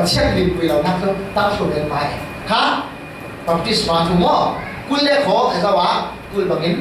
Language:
Falam Chin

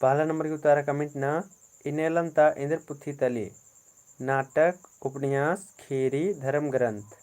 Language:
Kurukh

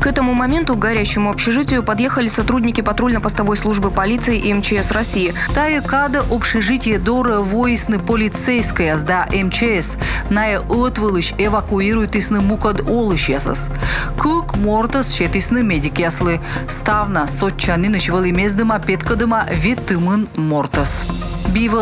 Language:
Komi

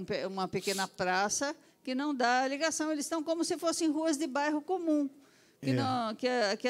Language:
Portuguese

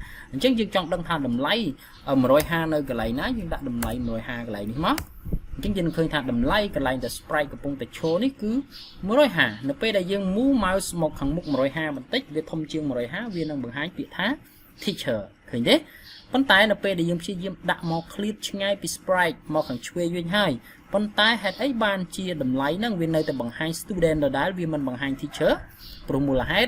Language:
Khmer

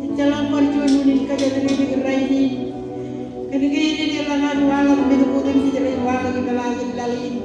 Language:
Marshallese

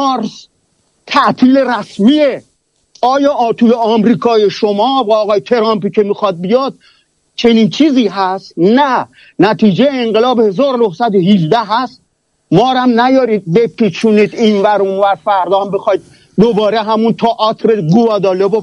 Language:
Persian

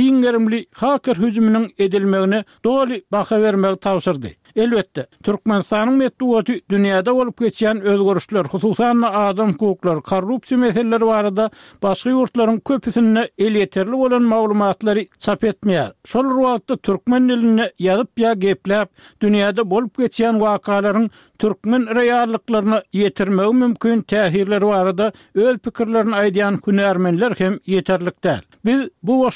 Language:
Turkmen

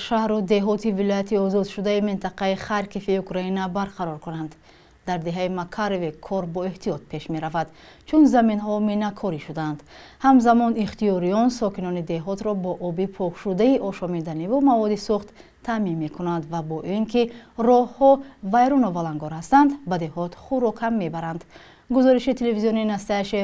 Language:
Tajik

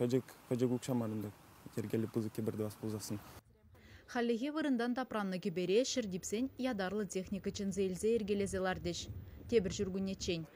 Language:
Chuvash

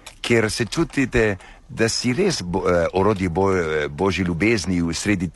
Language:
Slovenian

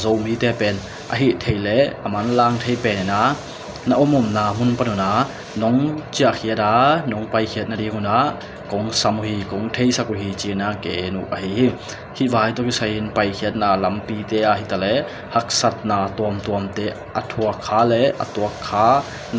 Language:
Tedim Chin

